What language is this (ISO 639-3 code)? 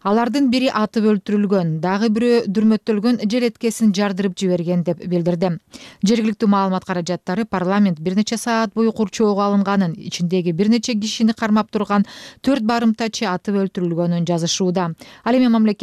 kir